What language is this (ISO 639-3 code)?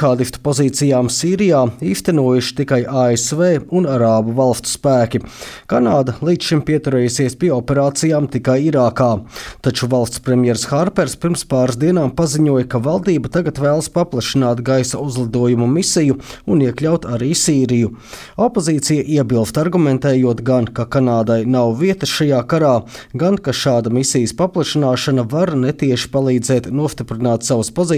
lav